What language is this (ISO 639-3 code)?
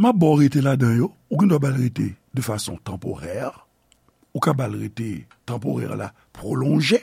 hat